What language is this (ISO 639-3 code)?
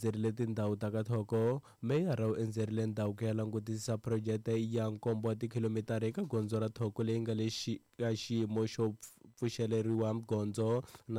tso